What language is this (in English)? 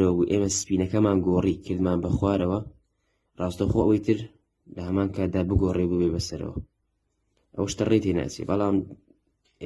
Central Kurdish